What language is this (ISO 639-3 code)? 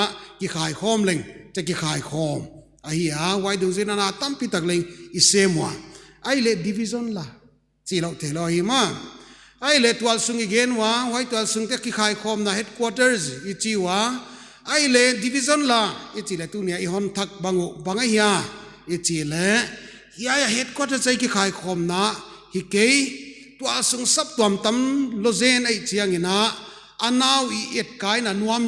pck